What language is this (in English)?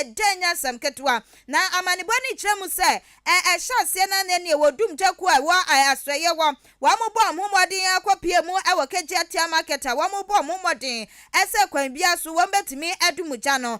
Akan